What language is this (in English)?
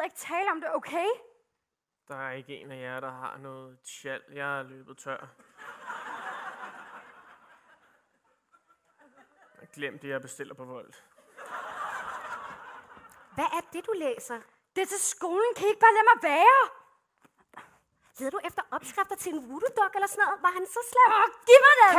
Danish